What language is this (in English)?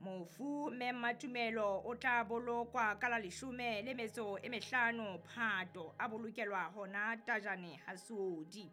Southern Sotho